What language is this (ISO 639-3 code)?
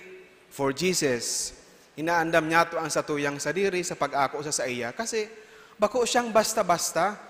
bik